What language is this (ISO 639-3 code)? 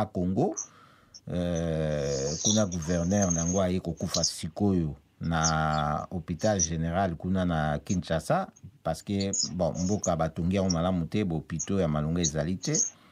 lin